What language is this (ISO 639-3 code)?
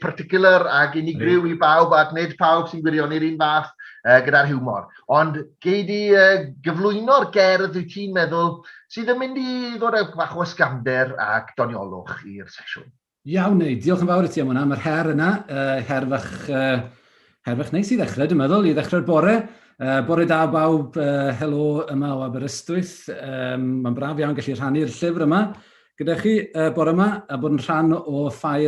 cym